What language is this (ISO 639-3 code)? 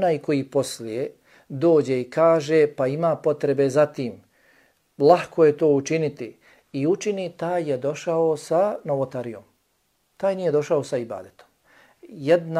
bos